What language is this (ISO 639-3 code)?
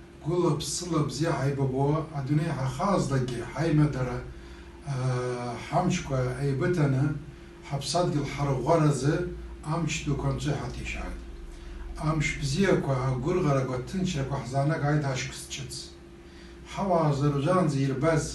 abk